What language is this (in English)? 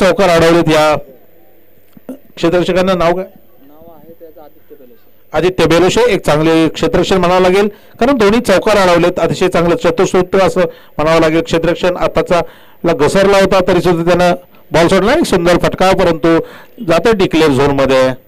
Marathi